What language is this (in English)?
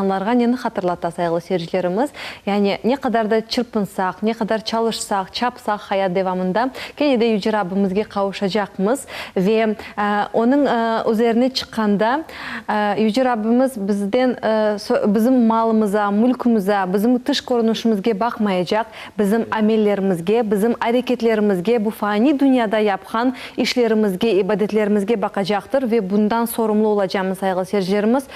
Crimean Tatar